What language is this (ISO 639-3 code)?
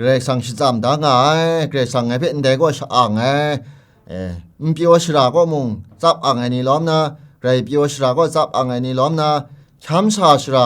kac